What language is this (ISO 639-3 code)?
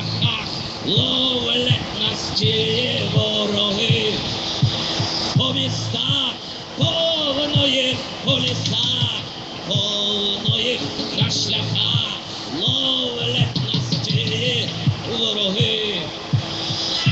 ukr